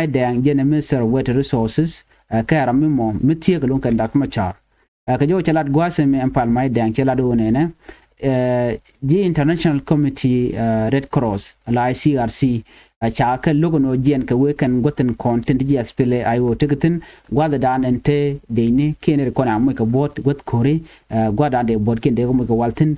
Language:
Nuer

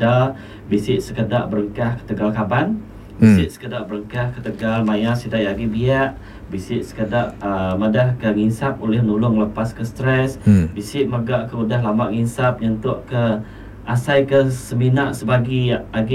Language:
Iban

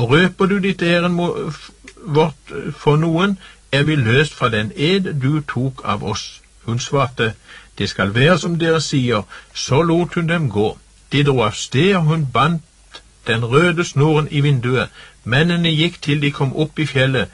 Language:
Norwegian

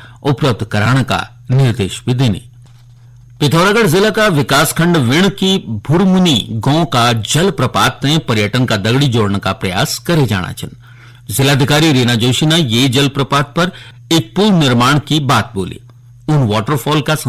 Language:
Garhwali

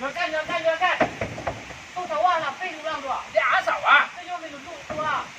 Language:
Minangkabau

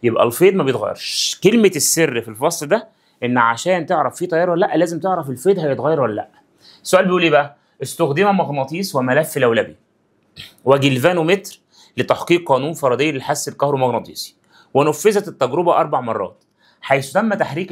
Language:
Egyptian Arabic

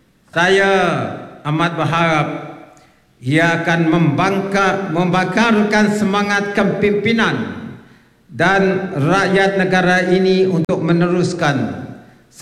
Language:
Malay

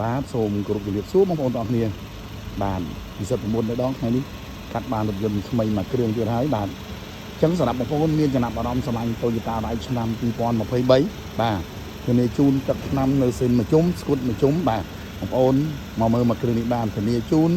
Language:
Khmer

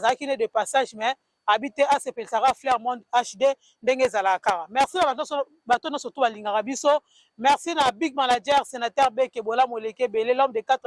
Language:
Lingala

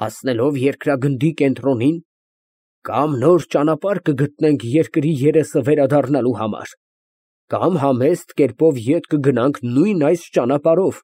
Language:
Armenian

